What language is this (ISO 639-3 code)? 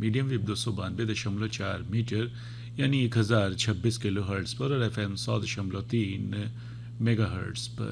hin